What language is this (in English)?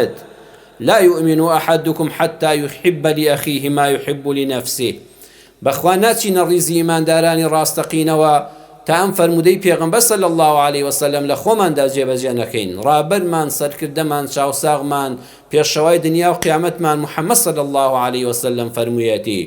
Central Kurdish